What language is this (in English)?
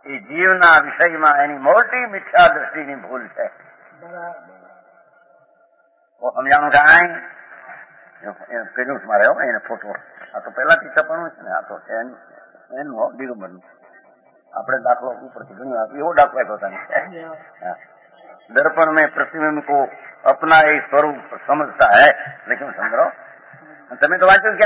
Gujarati